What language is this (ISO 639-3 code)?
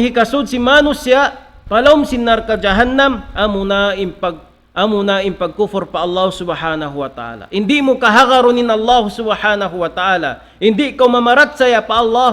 tsg